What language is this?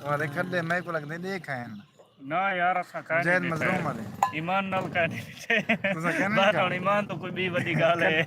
Saraiki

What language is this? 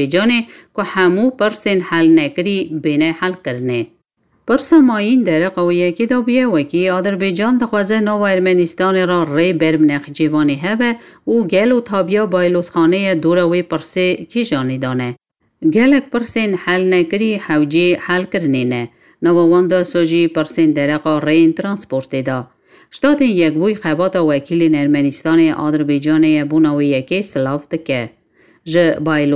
Kurdish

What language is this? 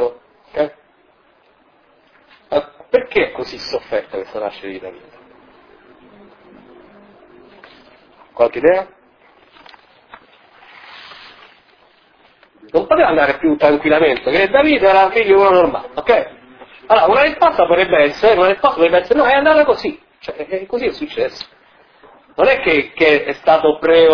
Italian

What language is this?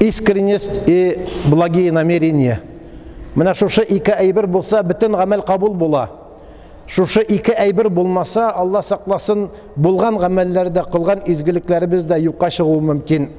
Tatar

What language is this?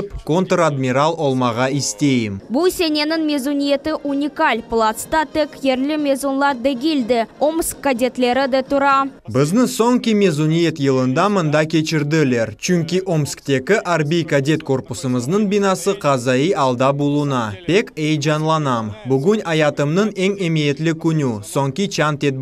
Crimean Tatar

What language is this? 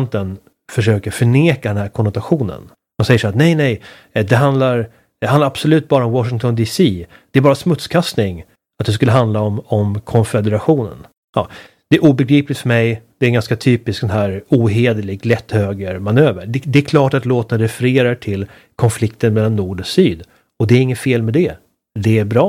Swedish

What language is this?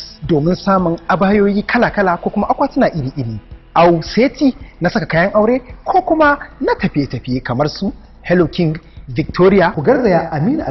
Hausa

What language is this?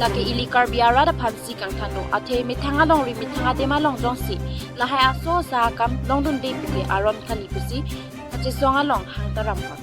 Karbi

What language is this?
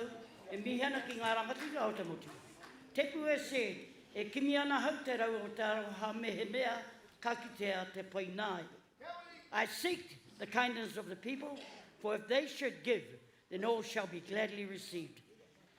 Māori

